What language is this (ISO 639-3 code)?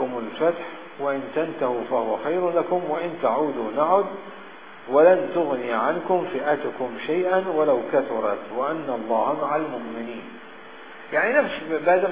ara